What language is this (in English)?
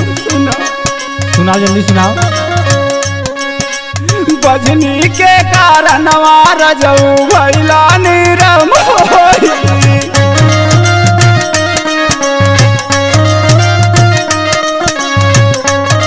Bhojpuri